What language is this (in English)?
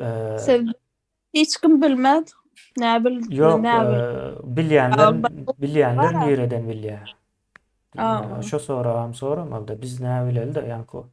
Turkmen